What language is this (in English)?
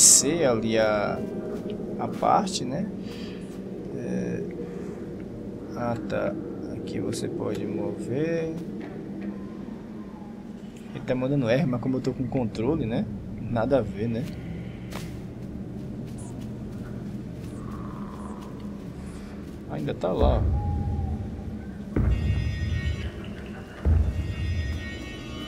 Portuguese